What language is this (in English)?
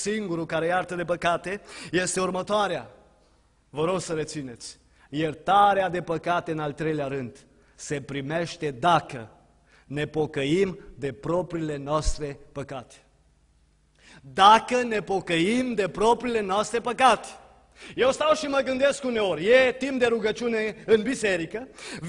Romanian